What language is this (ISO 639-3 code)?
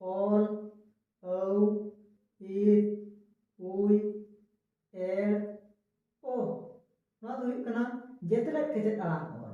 sat